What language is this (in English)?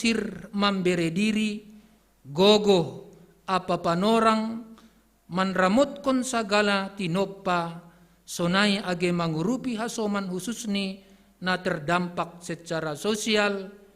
Batak Simalungun